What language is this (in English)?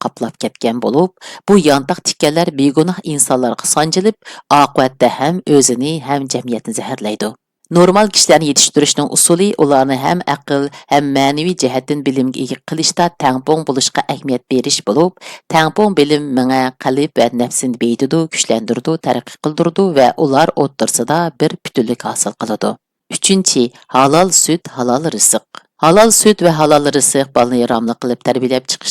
Uyghur